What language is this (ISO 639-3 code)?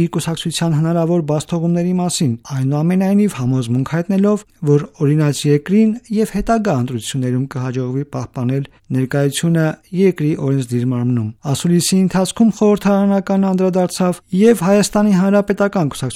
hye